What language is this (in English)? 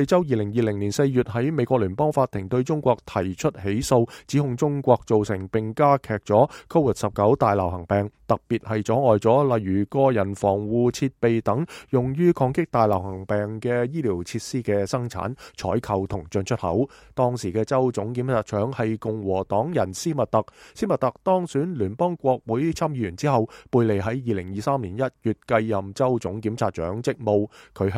Cantonese